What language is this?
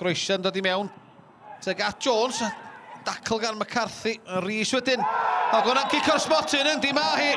Welsh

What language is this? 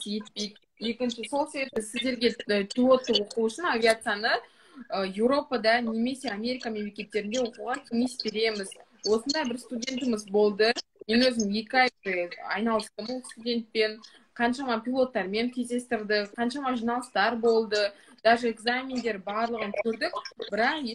Kazakh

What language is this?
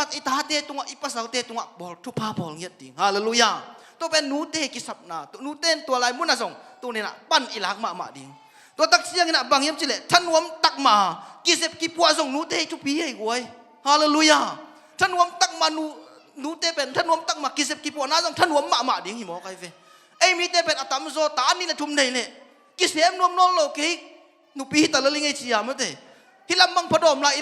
Tedim Chin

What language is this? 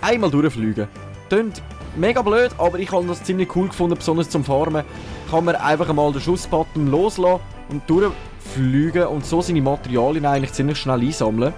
Swiss German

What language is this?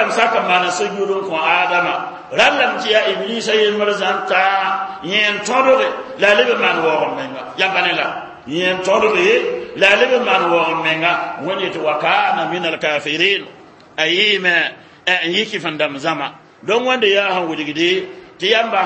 Mossi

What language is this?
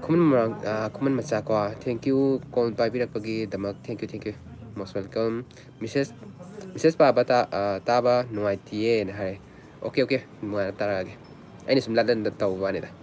Manipuri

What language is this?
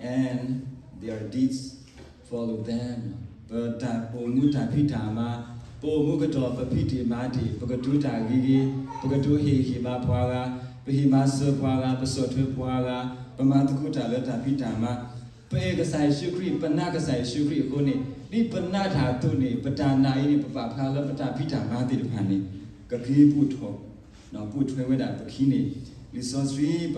S'gaw Karen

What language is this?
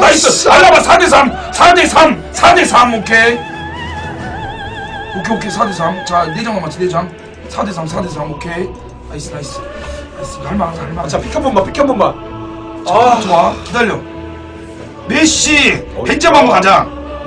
Korean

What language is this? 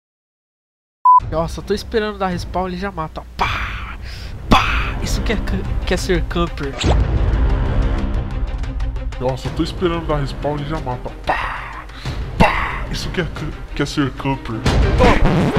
Portuguese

